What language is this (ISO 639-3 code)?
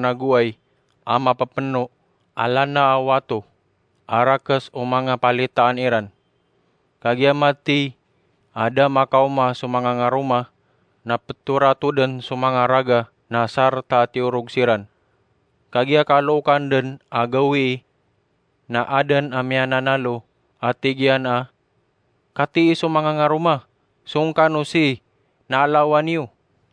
mrw